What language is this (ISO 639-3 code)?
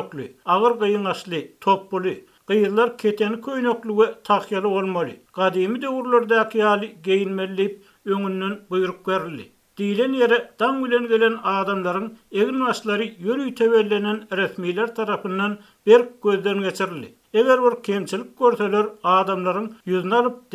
tuk